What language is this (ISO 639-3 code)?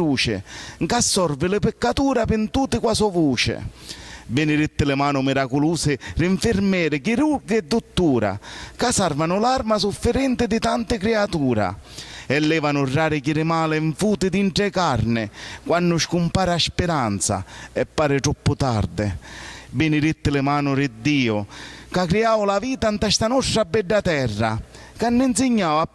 scn